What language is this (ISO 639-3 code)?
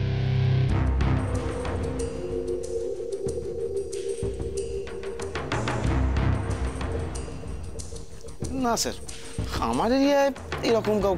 ben